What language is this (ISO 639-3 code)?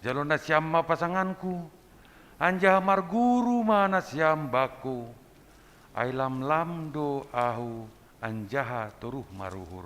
bts